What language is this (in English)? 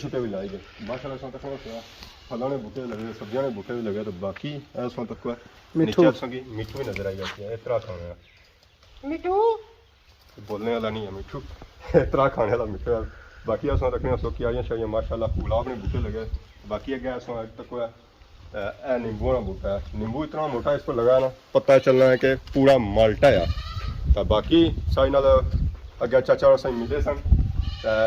Pahari-Potwari